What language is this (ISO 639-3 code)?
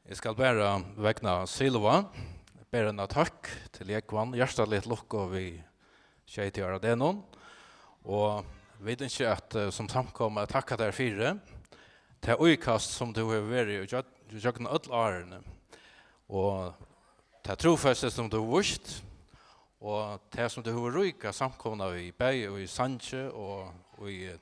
fao